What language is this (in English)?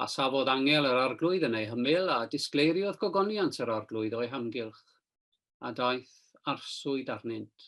Welsh